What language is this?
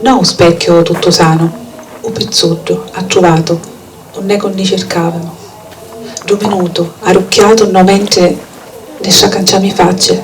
Sicilian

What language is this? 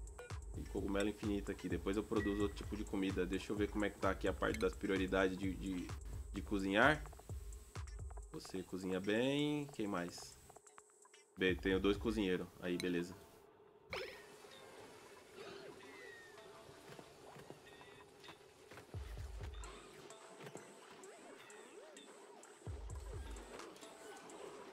Portuguese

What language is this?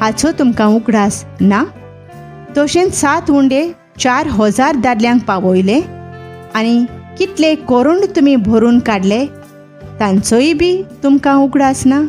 Konkani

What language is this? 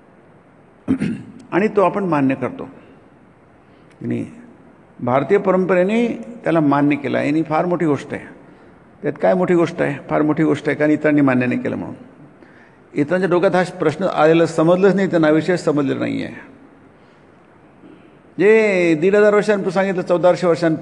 Marathi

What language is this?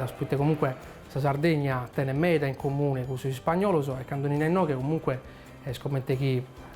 Sardinian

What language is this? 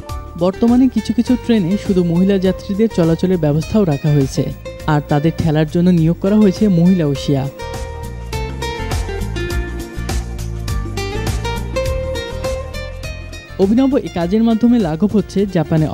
Bangla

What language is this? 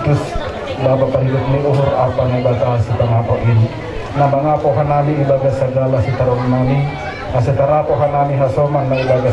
Batak Simalungun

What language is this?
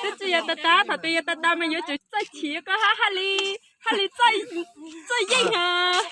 Hmong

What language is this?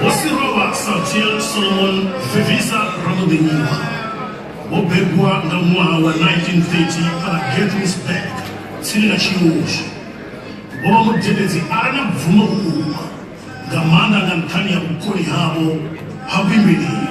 Venda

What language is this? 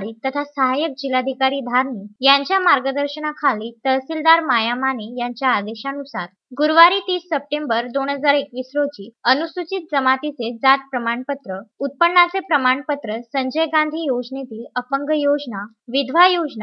Marathi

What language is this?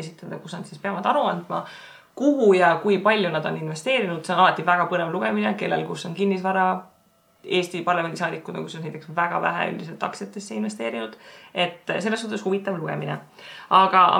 Estonian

